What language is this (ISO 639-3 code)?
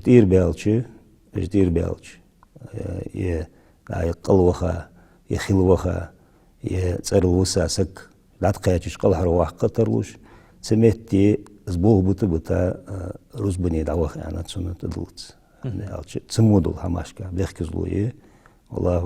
inh